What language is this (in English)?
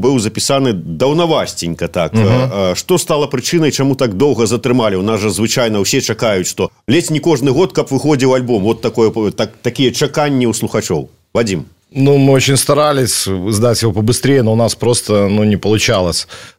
Belarusian